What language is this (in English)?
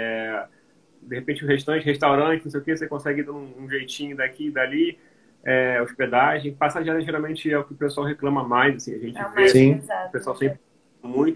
Portuguese